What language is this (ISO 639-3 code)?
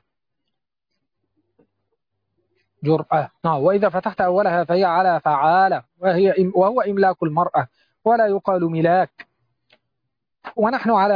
ara